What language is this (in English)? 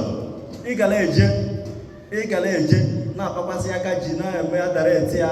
Igbo